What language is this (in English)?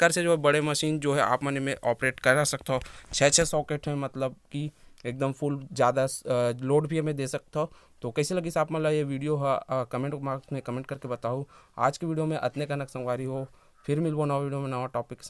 Chhattisgarhi